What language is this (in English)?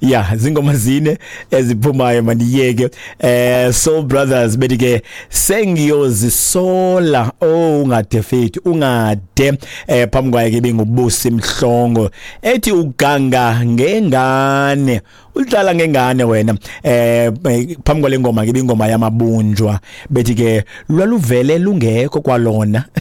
Xhosa